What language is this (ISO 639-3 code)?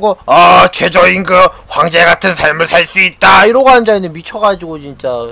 kor